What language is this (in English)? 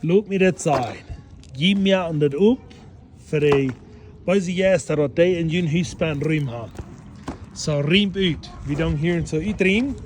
Plautdietsch